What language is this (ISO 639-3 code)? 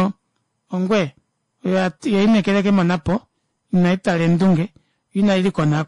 kua